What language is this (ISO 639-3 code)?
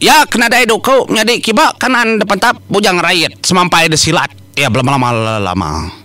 iba